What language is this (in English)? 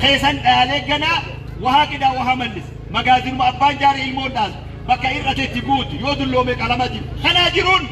Oromo